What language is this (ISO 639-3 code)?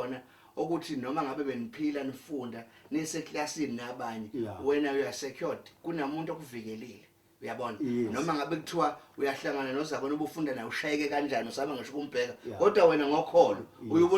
zul